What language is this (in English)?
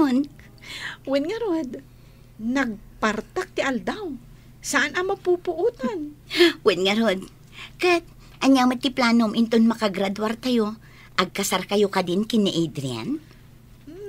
Iloko